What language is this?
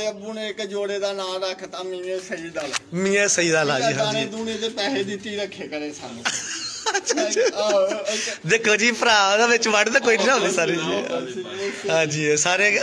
Punjabi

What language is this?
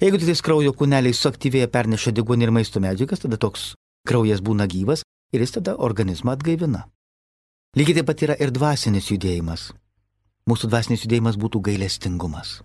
Lithuanian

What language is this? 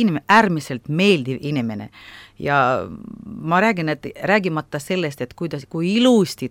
Estonian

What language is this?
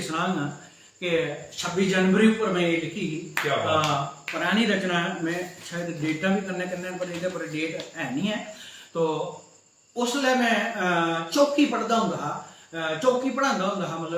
Dogri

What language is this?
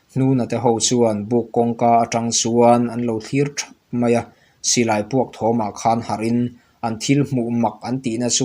Mizo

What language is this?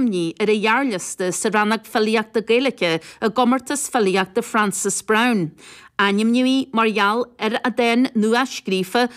Irish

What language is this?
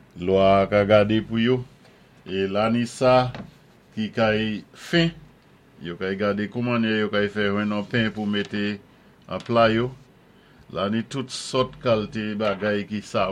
Saint Lucian Creole French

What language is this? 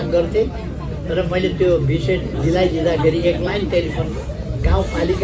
Nepali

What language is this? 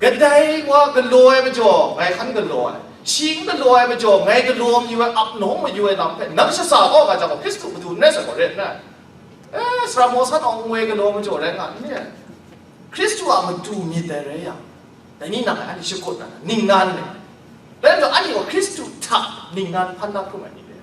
Kachin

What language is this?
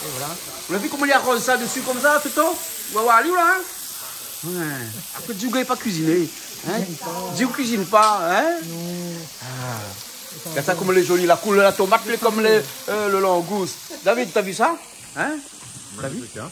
Réunion Creole French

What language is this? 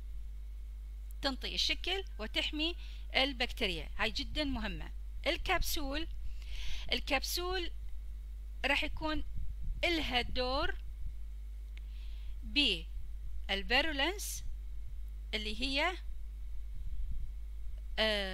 Mesopotamian Arabic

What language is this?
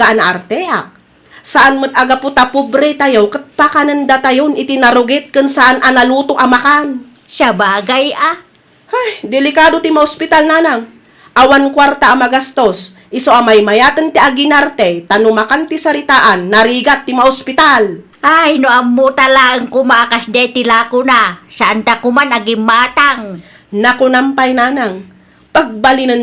Iloko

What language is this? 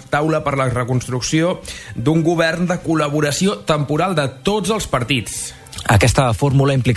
Catalan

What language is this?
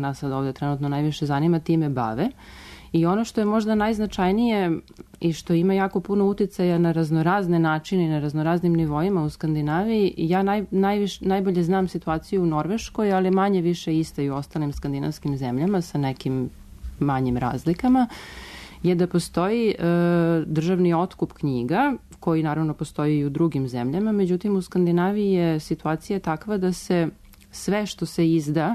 Serbian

